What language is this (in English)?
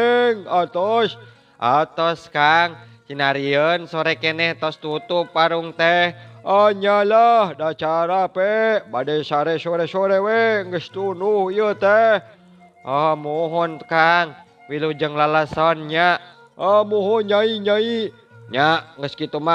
Sundanese